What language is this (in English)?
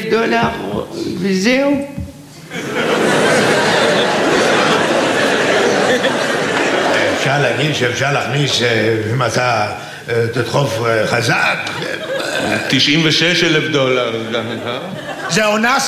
Hebrew